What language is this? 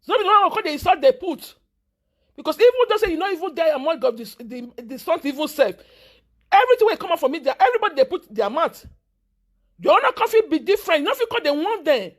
Nigerian Pidgin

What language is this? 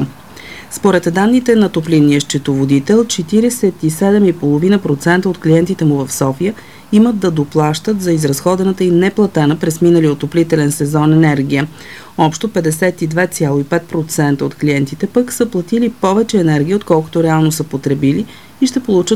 Bulgarian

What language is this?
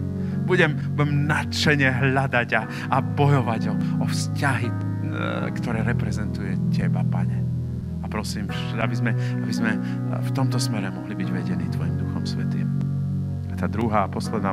Slovak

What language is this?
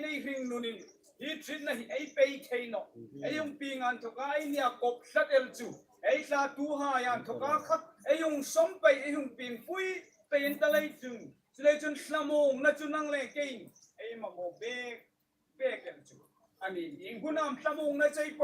Hmar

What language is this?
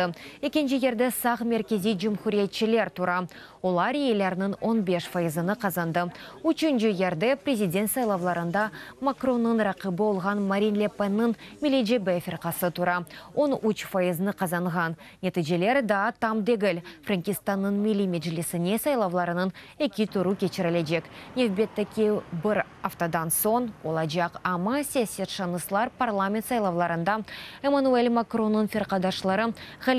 Crimean Tatar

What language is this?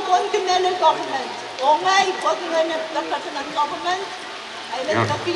Pohnpeian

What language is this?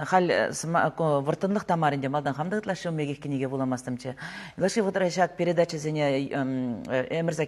Chuvash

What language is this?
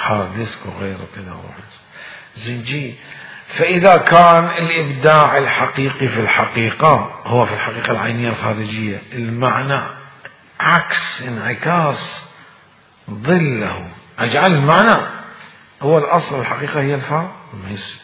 Mesopotamian Arabic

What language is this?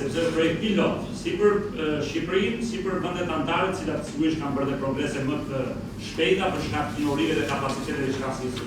Albanian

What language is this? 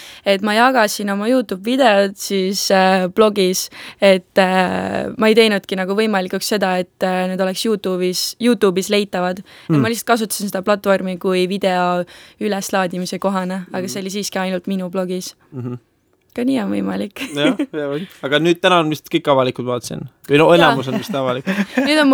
Estonian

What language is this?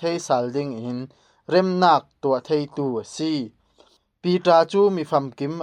Falam Chin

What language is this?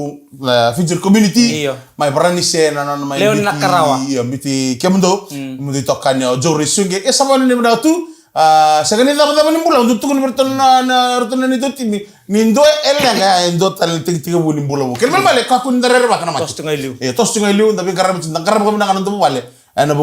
Fijian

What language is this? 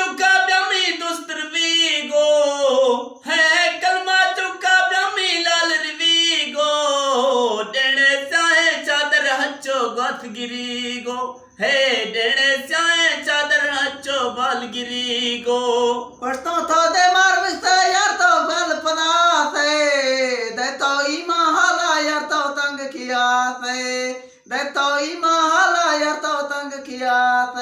Eastern Balochi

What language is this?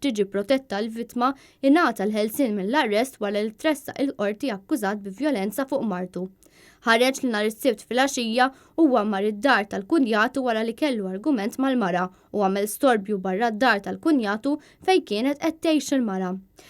Maltese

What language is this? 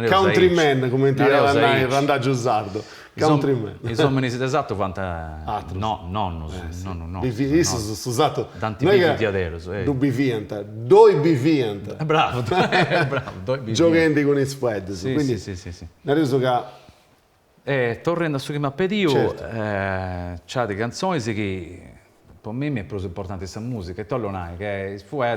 Sardinian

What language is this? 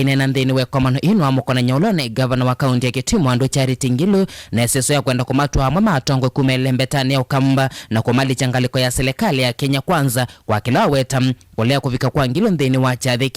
Kamba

